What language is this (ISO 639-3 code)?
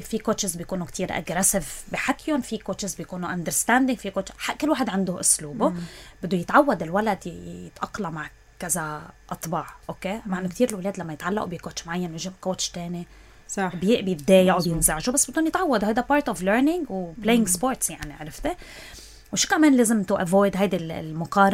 apc